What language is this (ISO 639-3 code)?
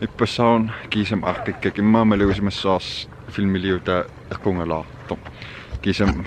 kal